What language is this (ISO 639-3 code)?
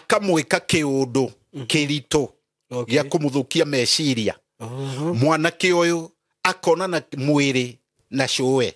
kik